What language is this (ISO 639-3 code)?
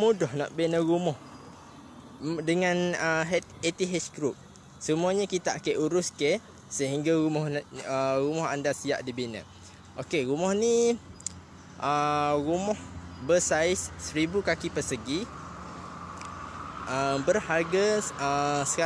msa